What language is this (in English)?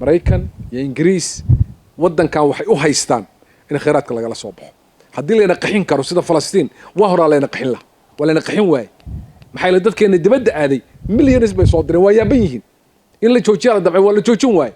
Somali